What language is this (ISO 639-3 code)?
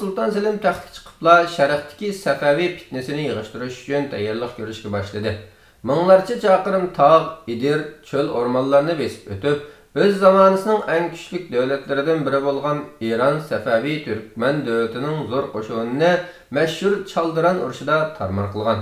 uig